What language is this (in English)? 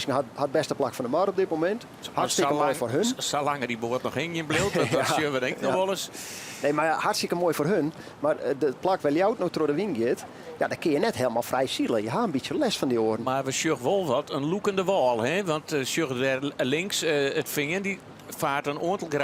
Western Frisian